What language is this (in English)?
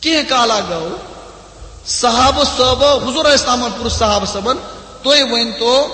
Kashmiri